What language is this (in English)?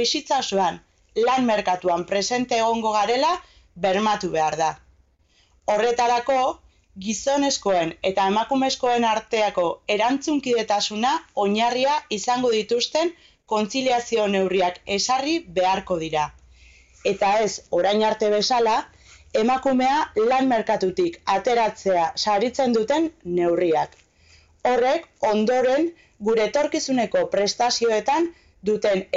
Basque